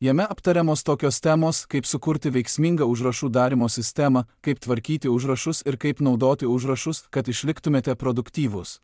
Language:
Lithuanian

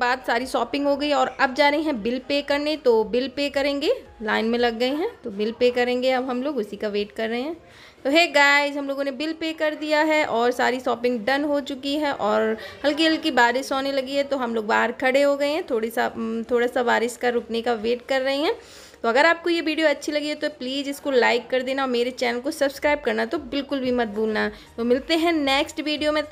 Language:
Hindi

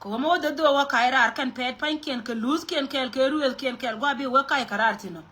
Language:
Nuer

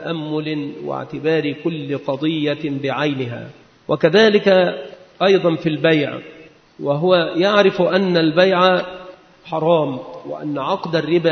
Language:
Arabic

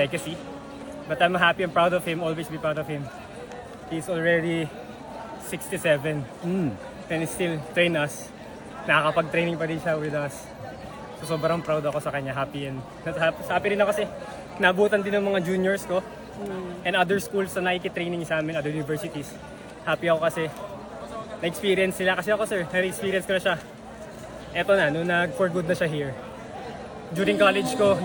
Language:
Filipino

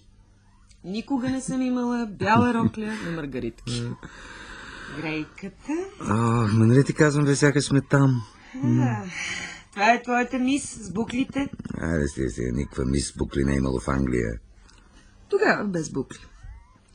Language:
Bulgarian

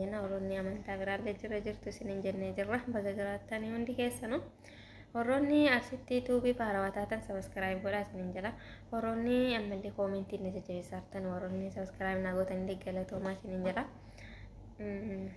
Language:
Oromo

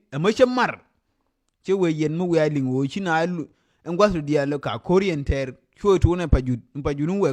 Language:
Nuer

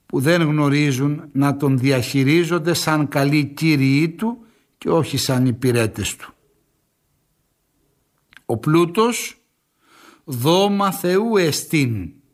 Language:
Greek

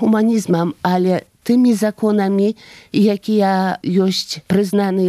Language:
Belarusian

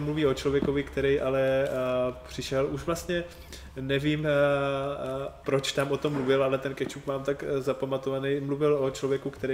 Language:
Czech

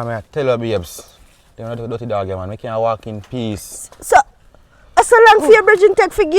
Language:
Jamaican Creole English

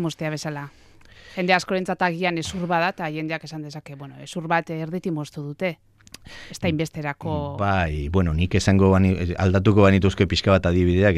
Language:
Basque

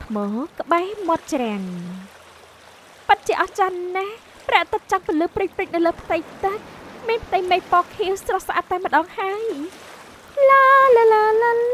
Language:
Khmer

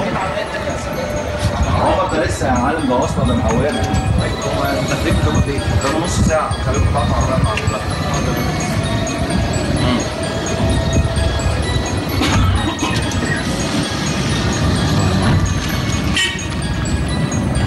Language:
Egyptian Arabic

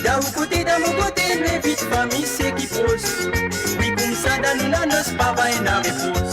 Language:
Morisyen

